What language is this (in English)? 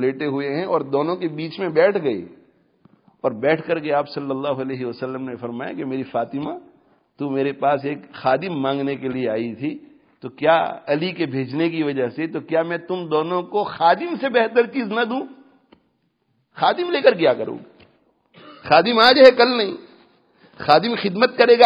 Urdu